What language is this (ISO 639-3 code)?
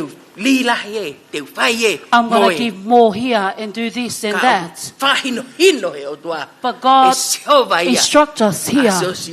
ton